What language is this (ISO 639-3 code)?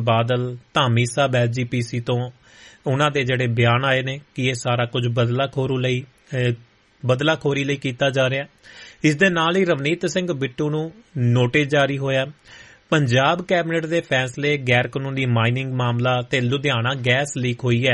pan